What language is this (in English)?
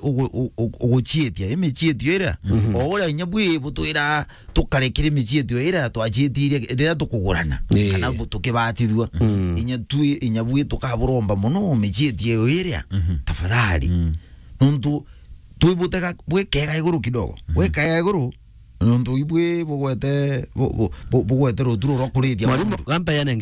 Meru